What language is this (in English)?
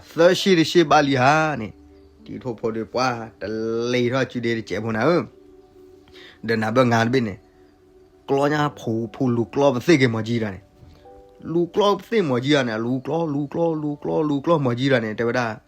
S'gaw Karen